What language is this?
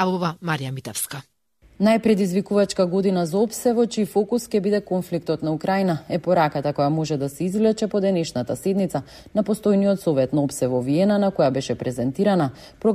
Macedonian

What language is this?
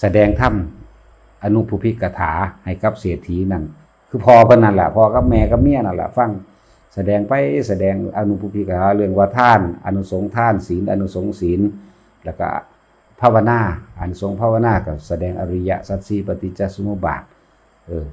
Northeastern Thai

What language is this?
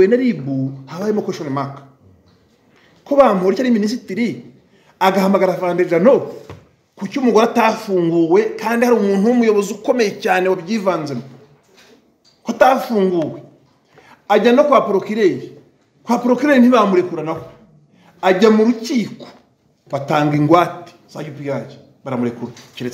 Kinyarwanda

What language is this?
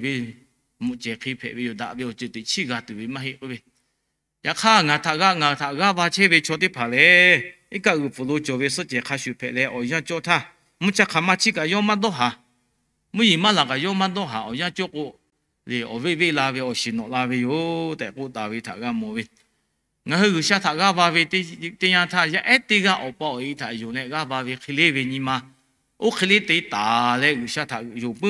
Lahu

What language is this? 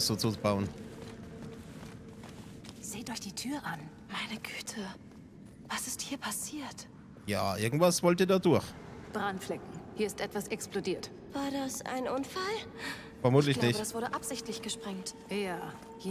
German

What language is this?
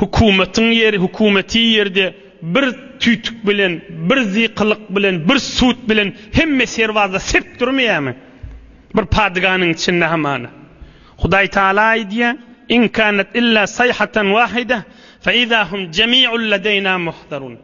Turkmen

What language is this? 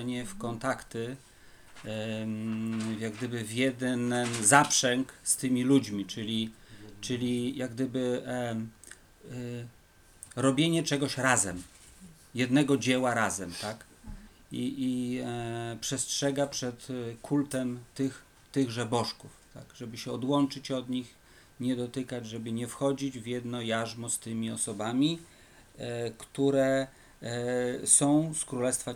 Polish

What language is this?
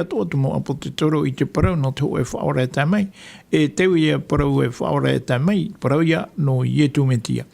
Tahitian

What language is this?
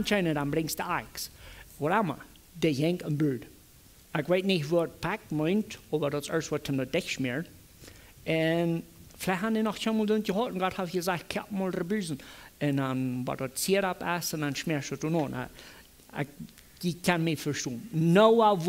Plautdietsch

